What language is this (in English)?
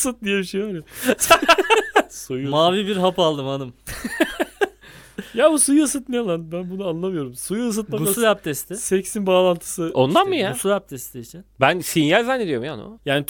Turkish